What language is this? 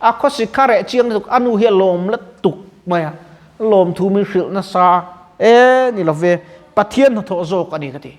Mizo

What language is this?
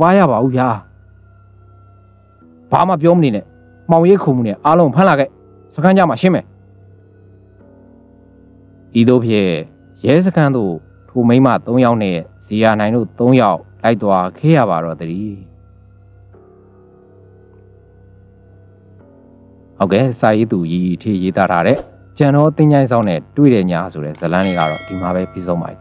Burmese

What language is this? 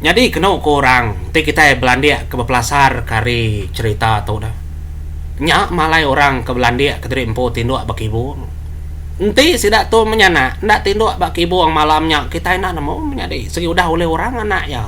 Iban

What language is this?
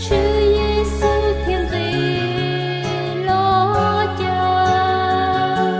Hmong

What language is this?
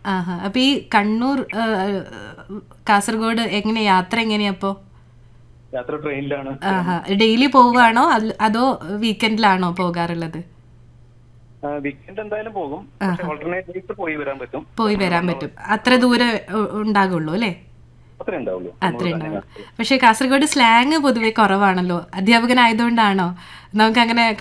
Malayalam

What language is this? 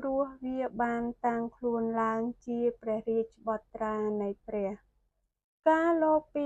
Khmer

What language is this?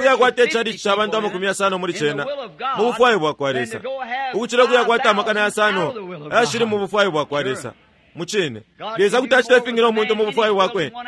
Bemba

